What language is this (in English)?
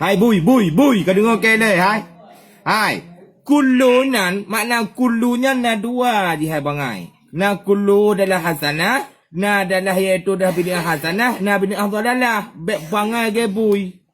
Achinese